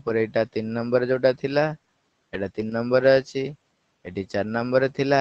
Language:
Odia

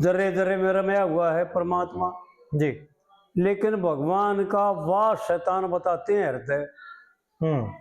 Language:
Haryanvi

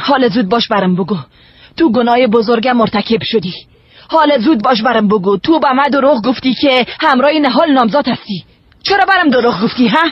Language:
Persian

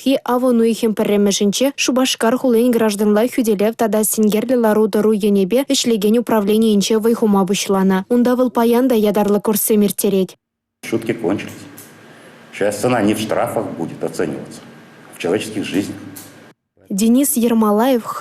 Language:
Chuvash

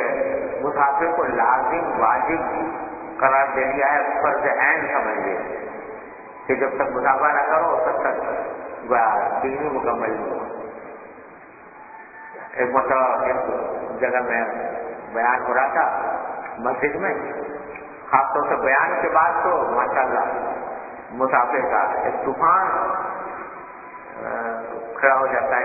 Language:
Urdu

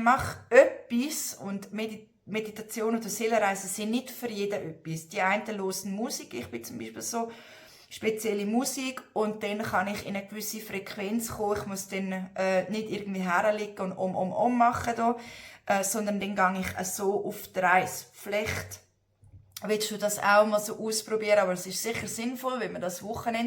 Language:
Swiss German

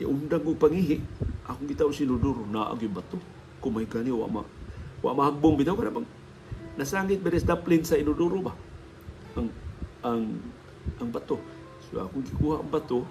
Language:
Cebuano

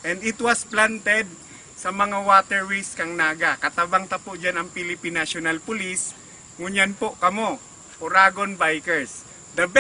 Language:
Bikol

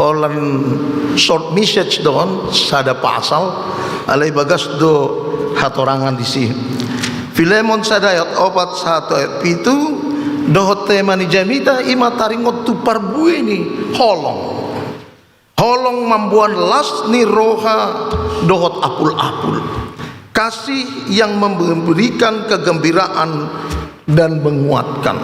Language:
Batak Toba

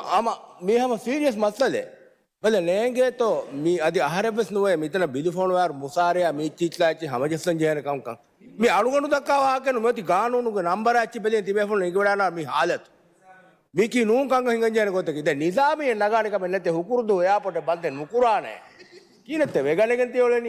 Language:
Divehi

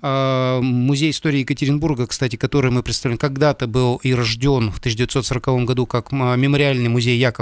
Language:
Russian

